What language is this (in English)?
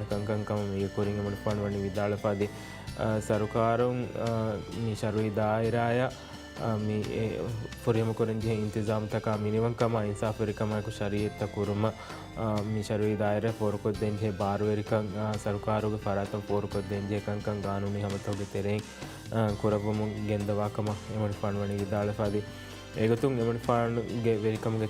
Divehi